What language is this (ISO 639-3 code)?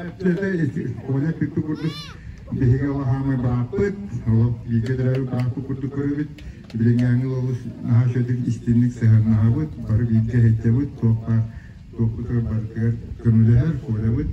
sah